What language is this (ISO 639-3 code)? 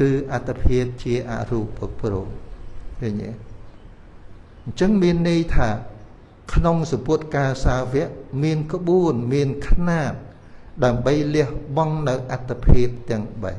khm